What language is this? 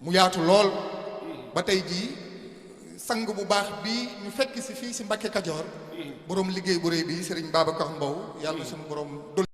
Wolof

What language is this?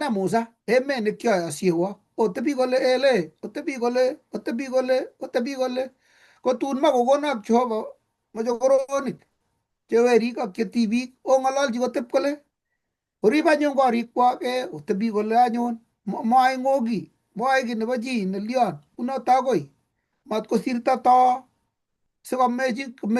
Kalenjin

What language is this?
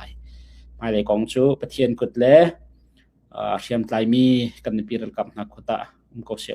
Hakha Chin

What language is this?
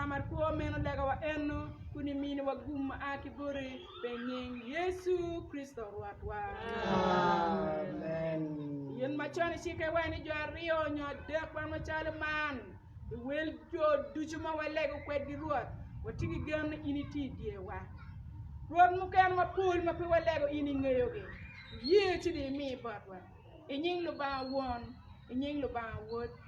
Acoli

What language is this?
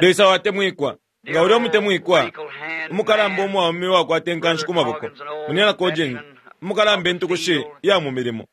Bemba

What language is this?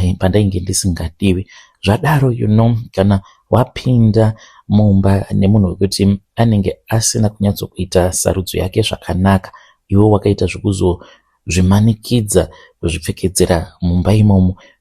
Shona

